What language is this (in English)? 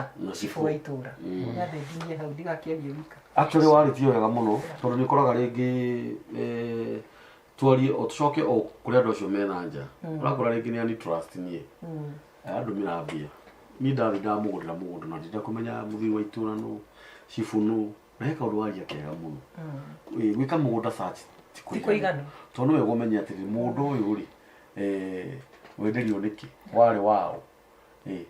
Kikuyu